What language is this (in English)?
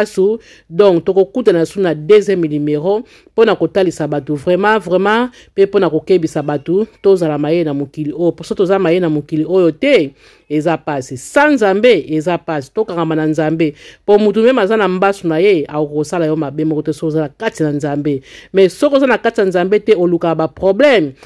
Lingala